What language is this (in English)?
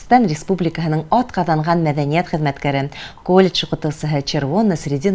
Bashkir